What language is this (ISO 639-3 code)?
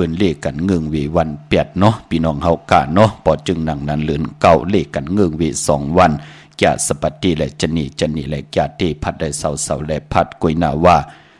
shn